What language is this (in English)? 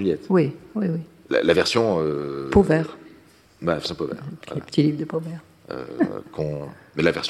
French